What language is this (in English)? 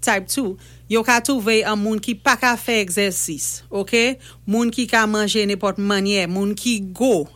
Saint Lucian Creole French